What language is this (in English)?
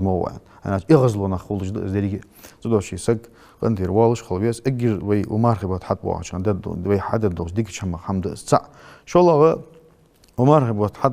Ingush